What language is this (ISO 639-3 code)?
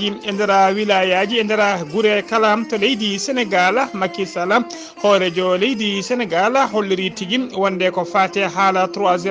ful